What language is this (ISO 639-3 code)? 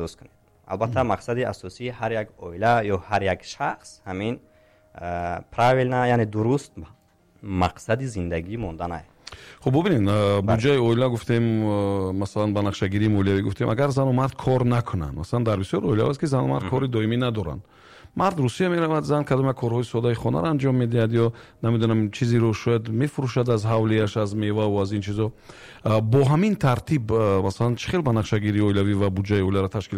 tgk